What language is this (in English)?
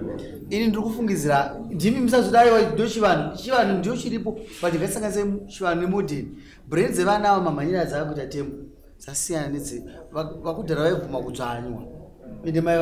Shona